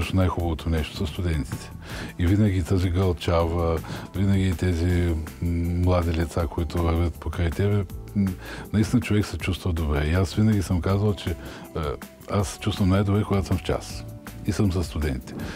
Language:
Bulgarian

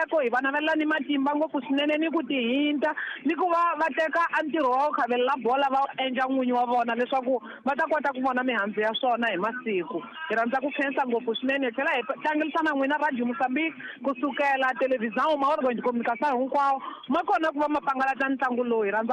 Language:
Tsonga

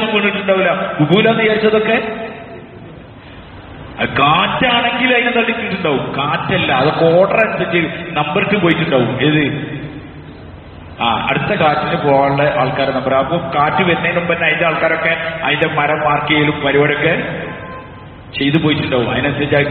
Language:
Malayalam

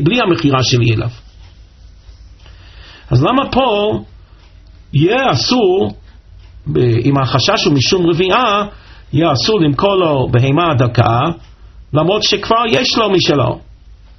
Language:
Hebrew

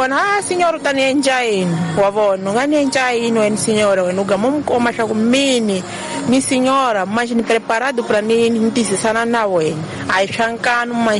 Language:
Tsonga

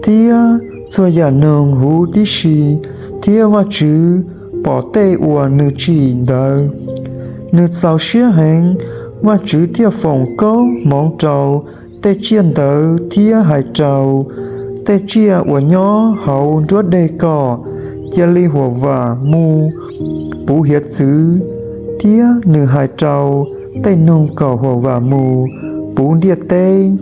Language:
Hmong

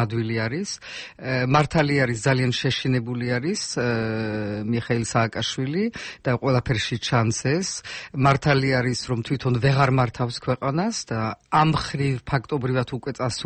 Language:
Georgian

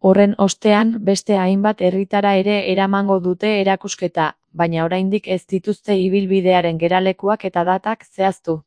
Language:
Basque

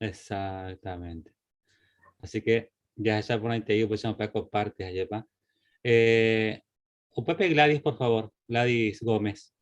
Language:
Guarani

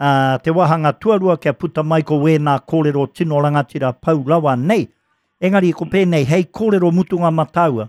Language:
Māori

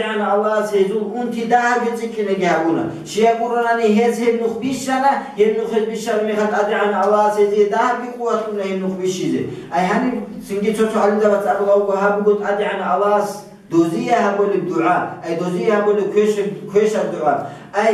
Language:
Avaric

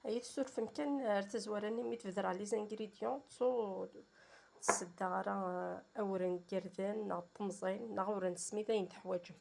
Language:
Kabyle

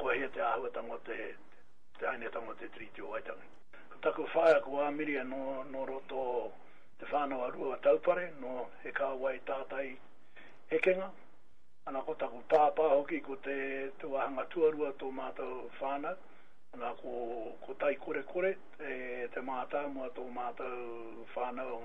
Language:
Māori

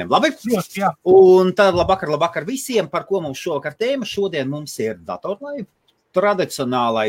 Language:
Latvian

